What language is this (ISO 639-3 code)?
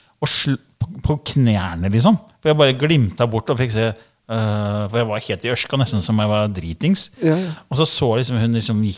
nor